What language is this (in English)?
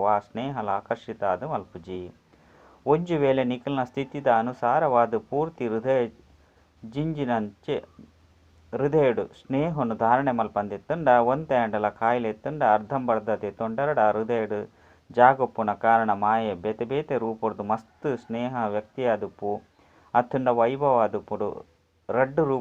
Tulu